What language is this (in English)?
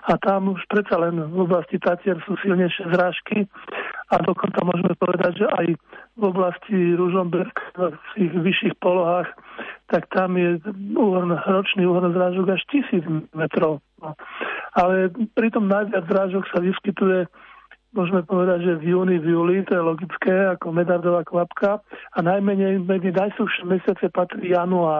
Slovak